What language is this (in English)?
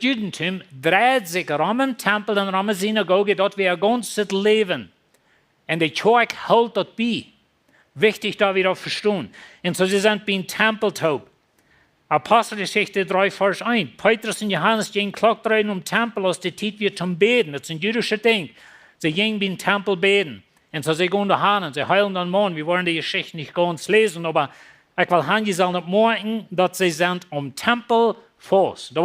Plautdietsch